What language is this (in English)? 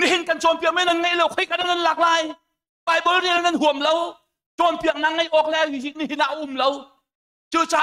Hakha Chin